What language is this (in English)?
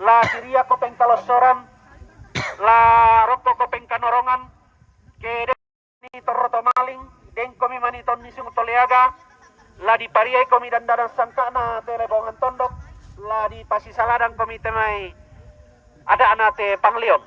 Toraja-Sa'dan